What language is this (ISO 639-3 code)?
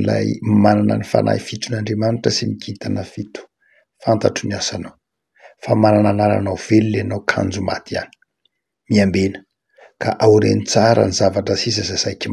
mlg